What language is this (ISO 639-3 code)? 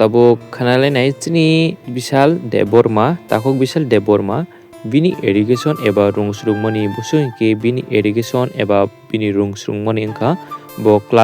trp